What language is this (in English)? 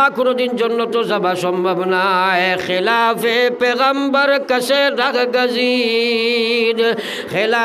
Sylheti